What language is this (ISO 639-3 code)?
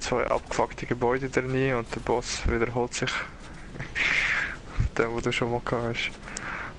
gsw